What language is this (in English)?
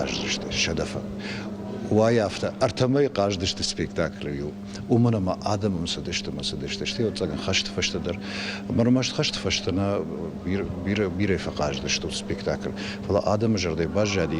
Ossetic